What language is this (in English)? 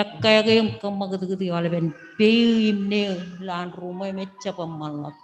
Marshallese